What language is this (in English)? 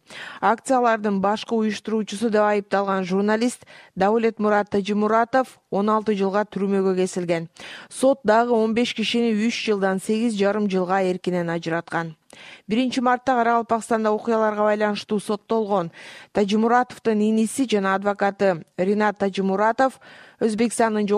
Kyrgyz